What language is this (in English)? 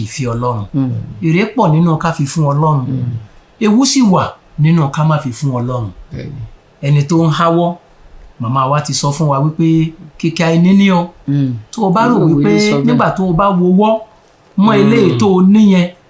Yoruba